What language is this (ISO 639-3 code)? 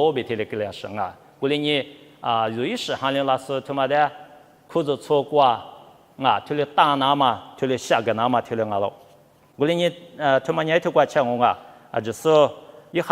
lis